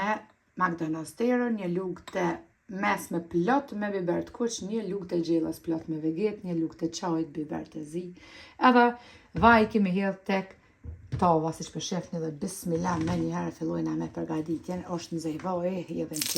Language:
Albanian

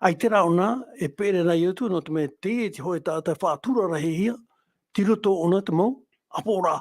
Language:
Tahitian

